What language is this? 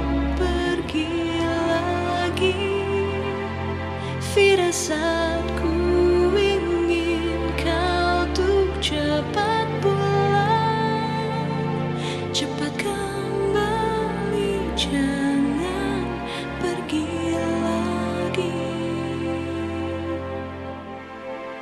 Indonesian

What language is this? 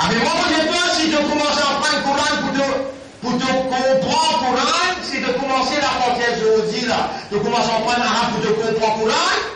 Morisyen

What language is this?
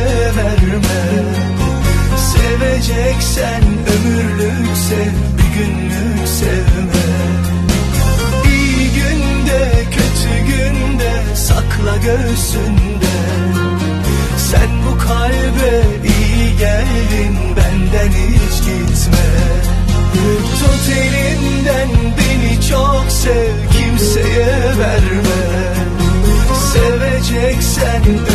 Turkish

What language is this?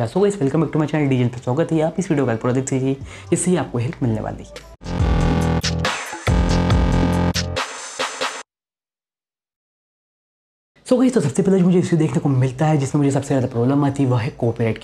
Hindi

